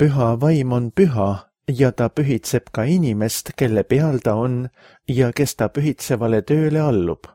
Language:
Estonian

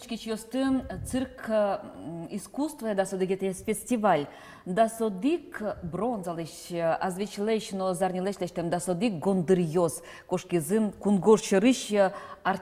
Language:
Udmurt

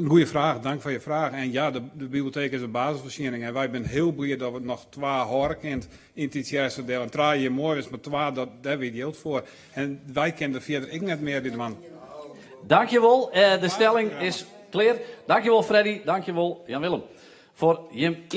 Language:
Western Frisian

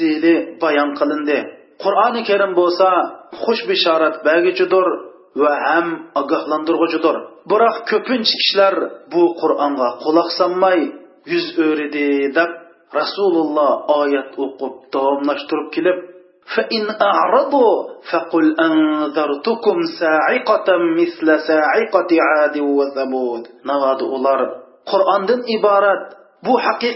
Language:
Uyghur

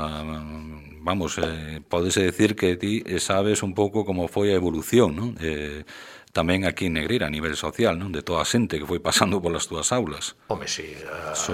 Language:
Galician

